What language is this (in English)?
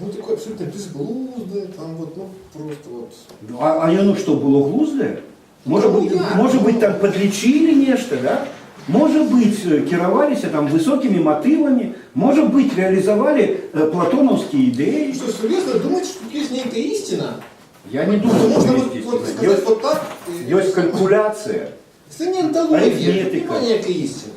Belarusian